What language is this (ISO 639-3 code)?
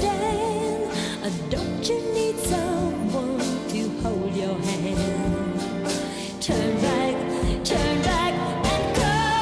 eng